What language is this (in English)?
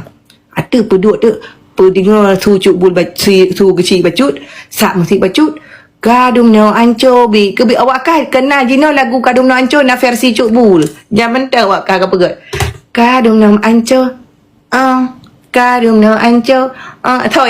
Achinese